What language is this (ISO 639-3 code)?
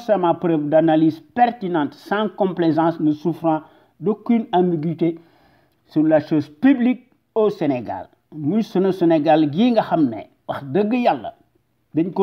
wol